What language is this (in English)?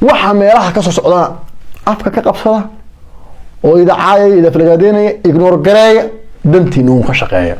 Somali